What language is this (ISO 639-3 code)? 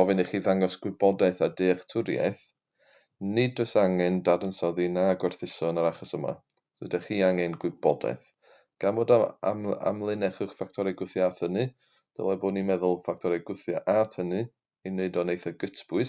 cym